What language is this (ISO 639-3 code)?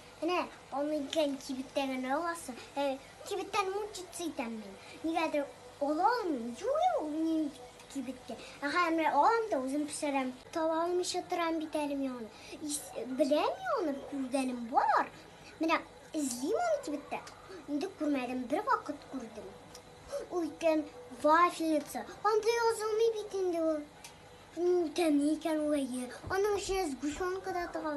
tat